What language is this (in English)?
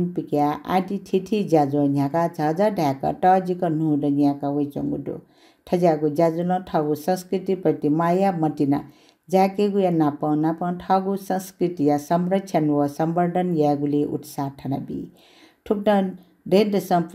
Newari